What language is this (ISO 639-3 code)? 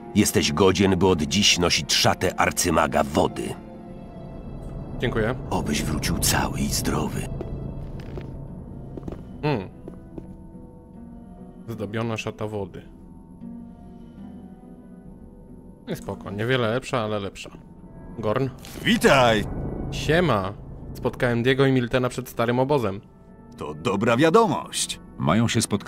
pol